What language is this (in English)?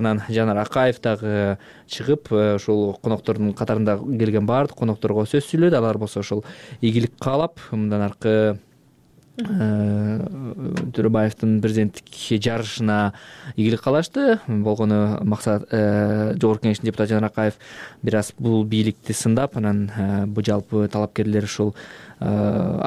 Kyrgyz